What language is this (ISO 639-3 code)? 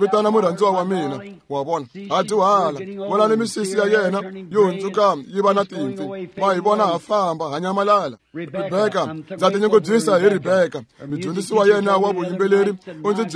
tso